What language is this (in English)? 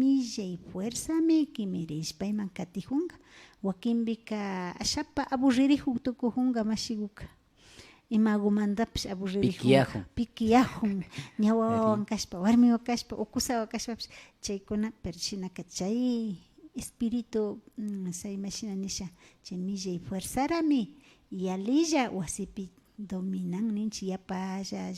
Imbabura Highland Quichua